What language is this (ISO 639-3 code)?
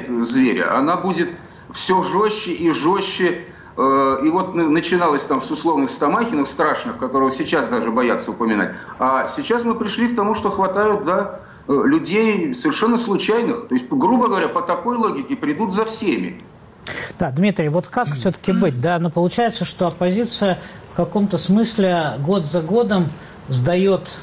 rus